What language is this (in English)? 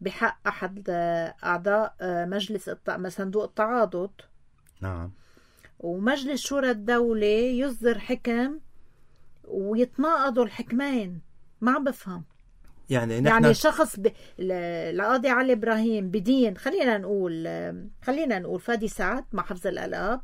North Levantine Arabic